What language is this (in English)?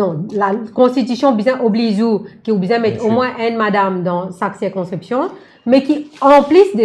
Morisyen